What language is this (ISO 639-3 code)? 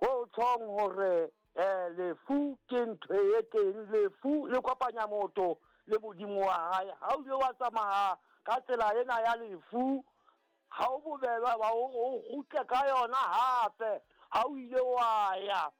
sot